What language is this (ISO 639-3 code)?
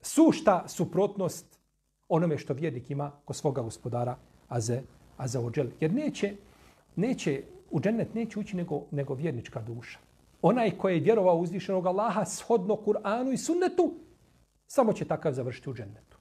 bos